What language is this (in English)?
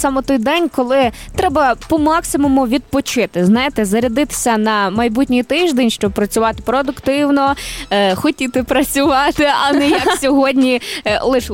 Ukrainian